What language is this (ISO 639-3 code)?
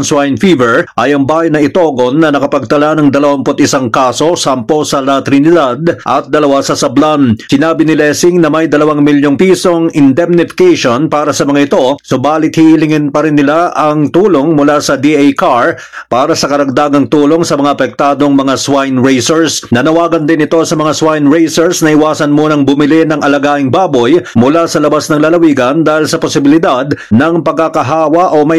fil